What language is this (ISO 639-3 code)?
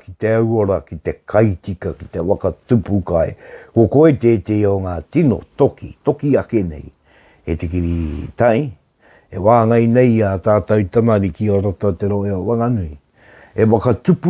mri